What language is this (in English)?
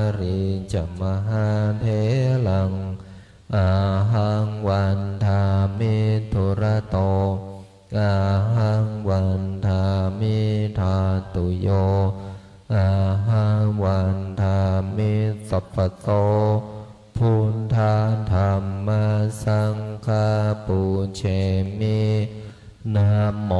Pali